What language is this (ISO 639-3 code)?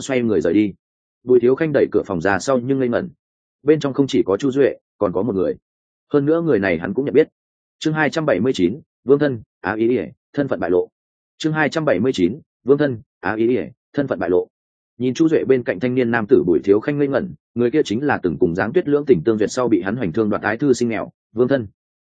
vie